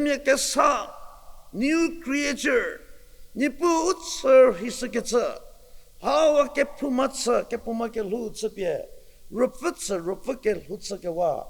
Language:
Angami Naga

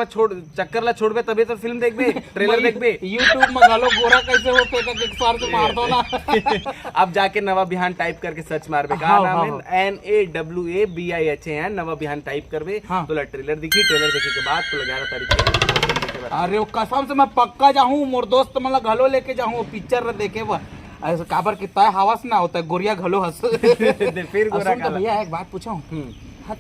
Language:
Chhattisgarhi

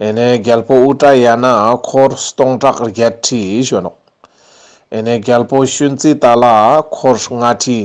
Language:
Ladakhi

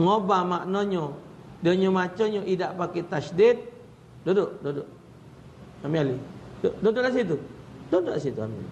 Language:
Musi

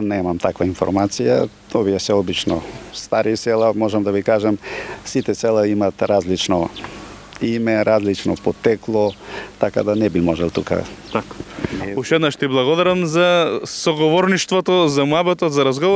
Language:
Macedonian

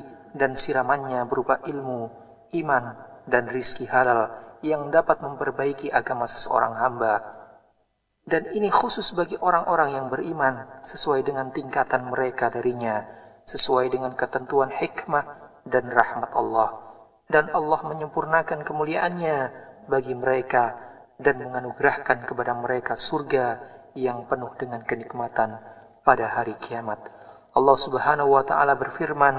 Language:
Indonesian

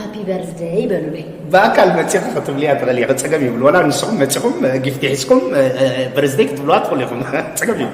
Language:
Tigrinya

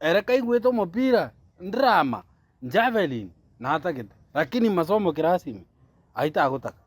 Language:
Gusii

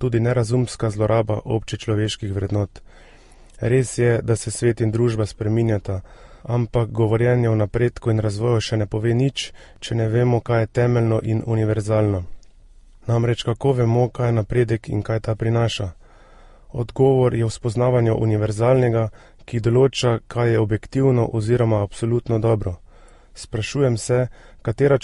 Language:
Slovenian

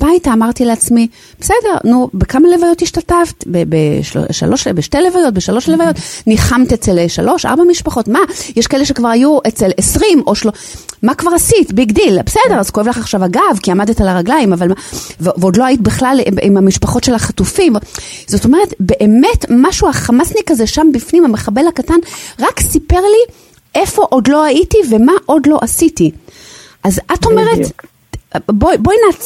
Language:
Hebrew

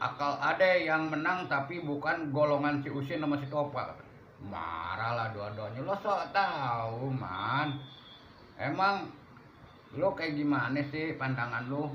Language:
Betawi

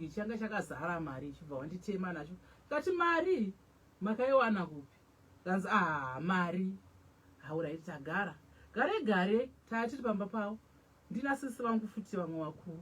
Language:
Shona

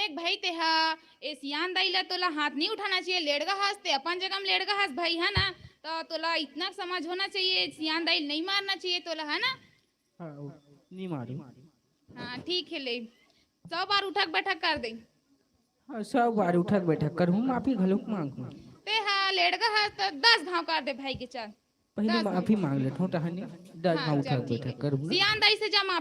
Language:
Chhattisgarhi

